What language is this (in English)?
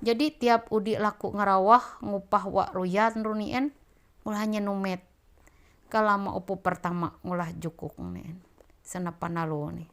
Ma'anyan